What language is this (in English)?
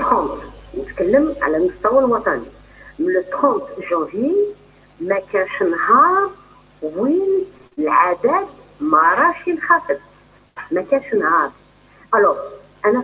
Algerian Arabic